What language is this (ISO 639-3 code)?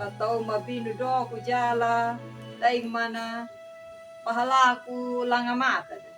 akg